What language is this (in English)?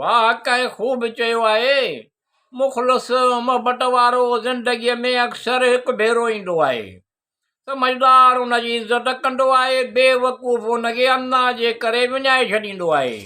Sindhi